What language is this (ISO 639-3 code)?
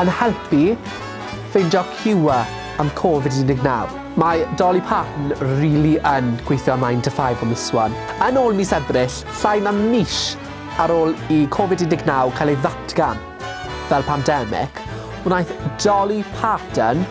cym